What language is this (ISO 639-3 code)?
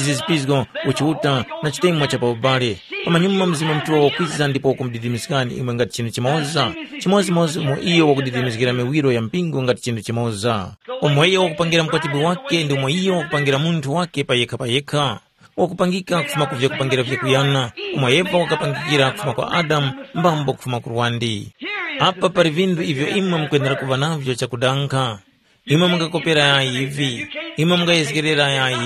tum